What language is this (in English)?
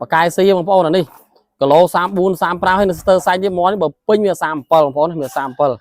Khmer